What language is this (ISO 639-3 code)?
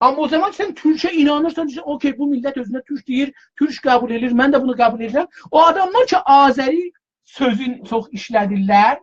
azb